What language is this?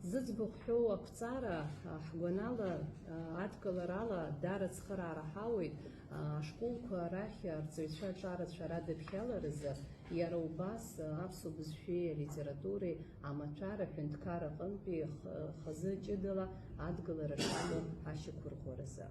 Abkhazian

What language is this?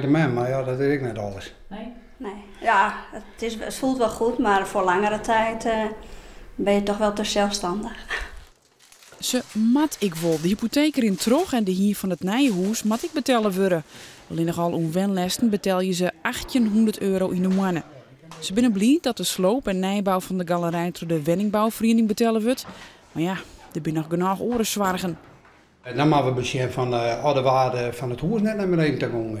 Western Frisian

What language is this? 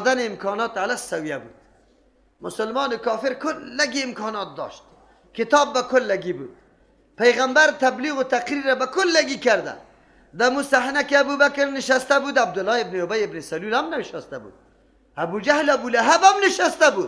Persian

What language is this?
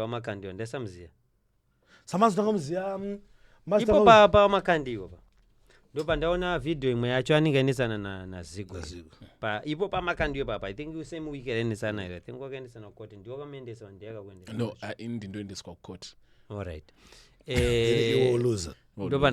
Shona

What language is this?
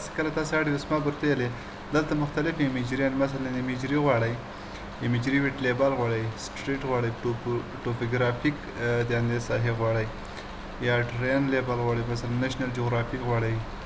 Pashto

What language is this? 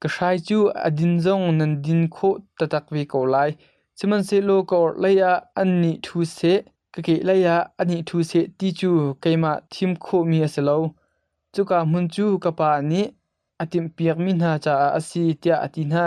Hakha Chin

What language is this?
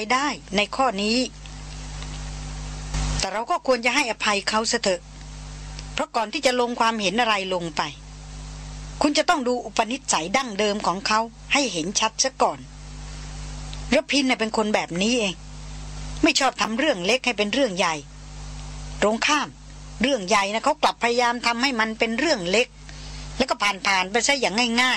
Thai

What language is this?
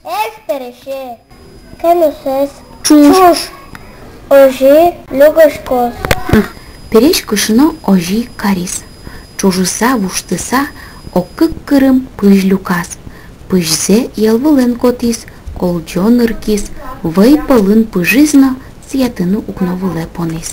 Udmurt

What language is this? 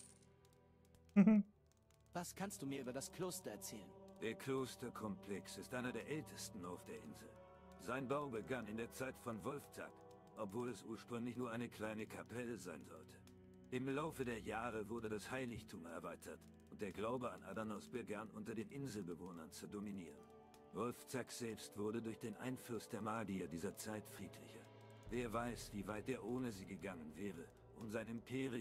German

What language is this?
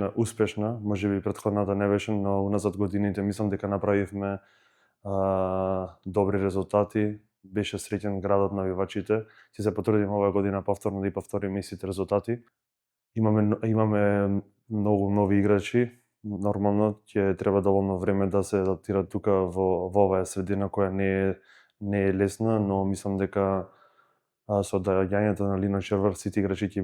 Macedonian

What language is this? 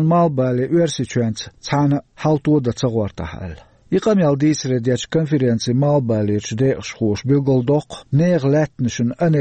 Chechen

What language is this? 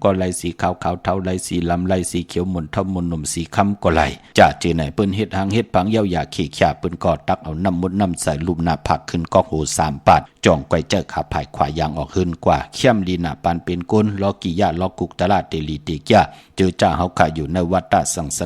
Shan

